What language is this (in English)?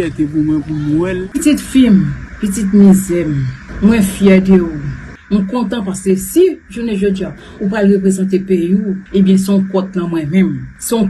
Haitian Creole